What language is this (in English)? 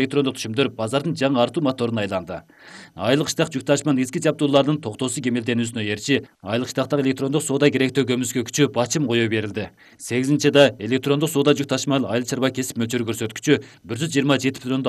Kyrgyz